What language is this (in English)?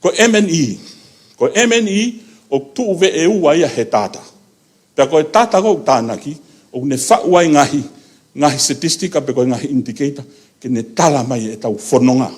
Tongan